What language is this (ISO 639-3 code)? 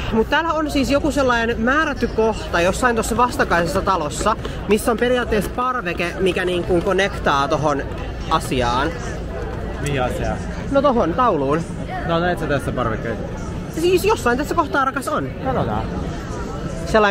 fin